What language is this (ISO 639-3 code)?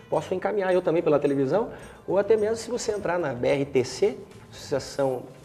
por